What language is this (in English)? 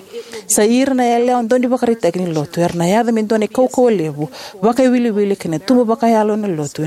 Fijian